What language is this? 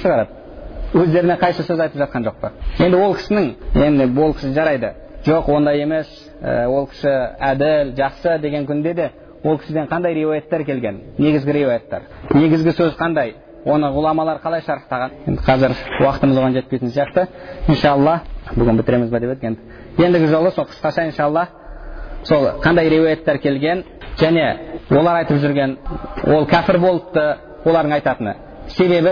Kazakh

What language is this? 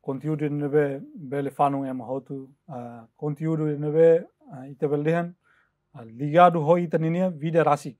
Tetum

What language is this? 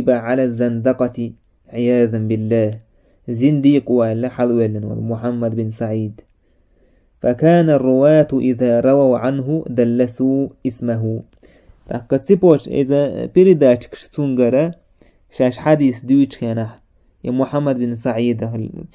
Chechen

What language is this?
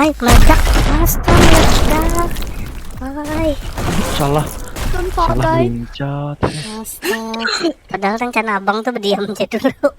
Banjar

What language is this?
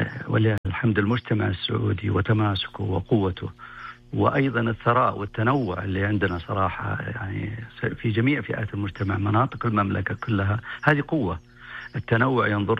Najdi Arabic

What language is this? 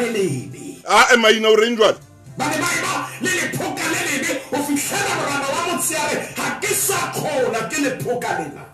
Southern Sotho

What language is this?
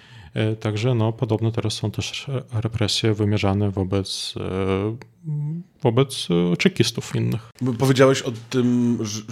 Polish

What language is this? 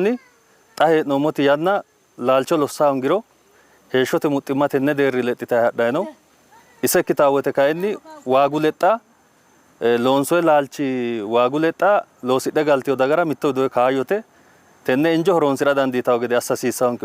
Sidamo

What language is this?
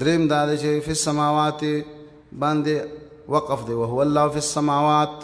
Pashto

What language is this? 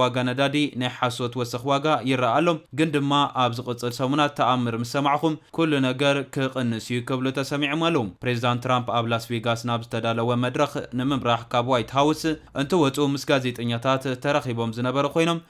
Tigrinya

